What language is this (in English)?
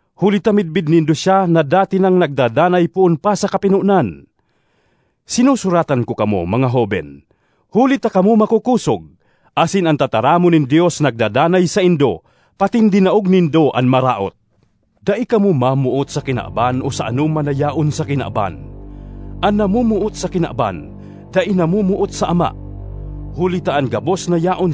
Bikol